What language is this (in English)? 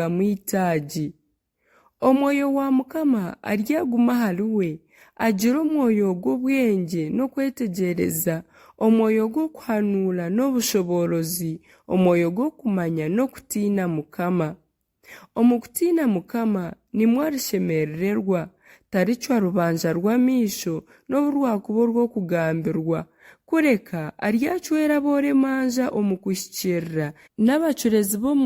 Nyankole